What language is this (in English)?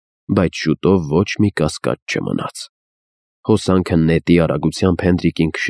Armenian